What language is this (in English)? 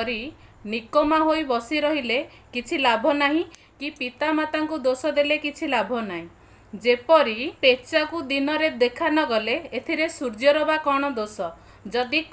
Odia